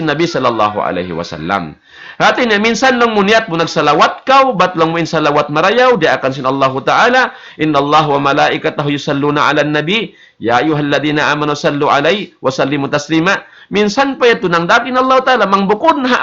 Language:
Tausug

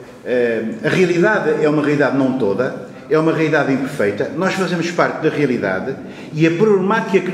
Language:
Portuguese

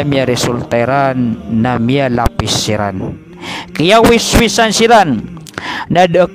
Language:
Maranao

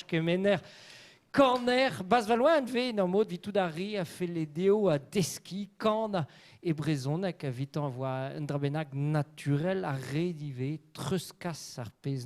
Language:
Breton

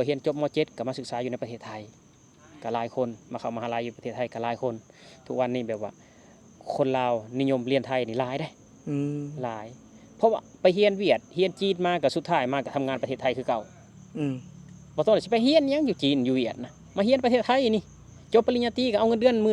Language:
Lao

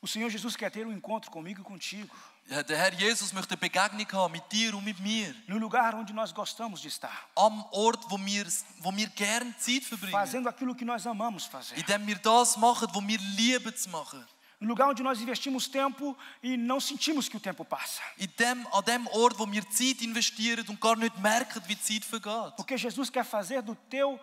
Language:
Swiss German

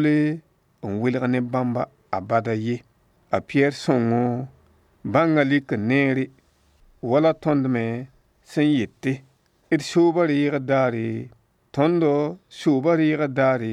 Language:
Mossi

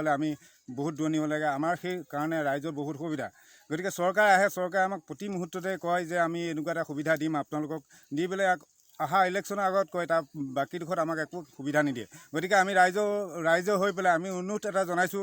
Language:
Assamese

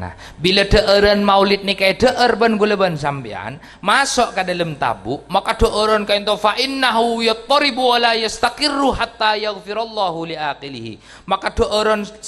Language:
Madurese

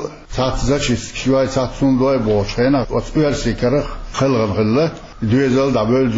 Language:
Chechen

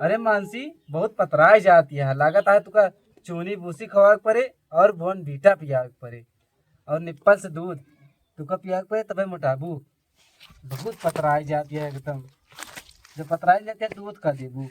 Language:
Awadhi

